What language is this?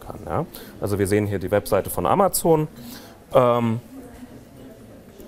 German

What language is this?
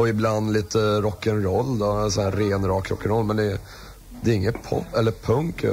Swedish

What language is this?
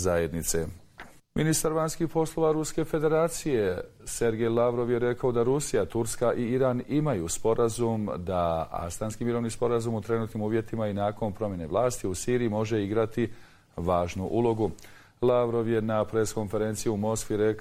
Bosnian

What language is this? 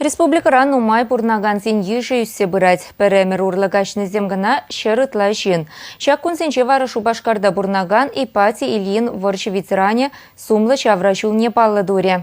Chuvash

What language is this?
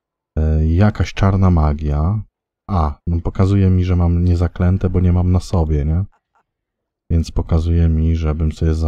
Polish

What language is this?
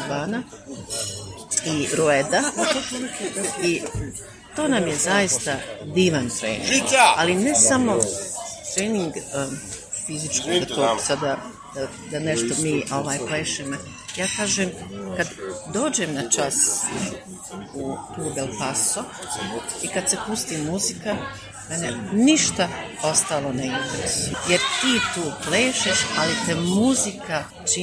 Bosnian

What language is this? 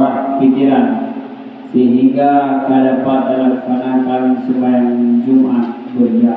Achinese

